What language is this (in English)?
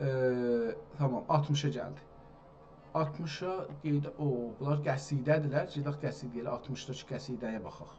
South Azerbaijani